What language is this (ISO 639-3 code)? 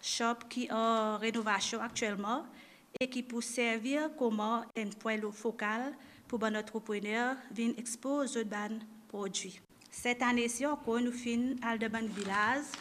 mfe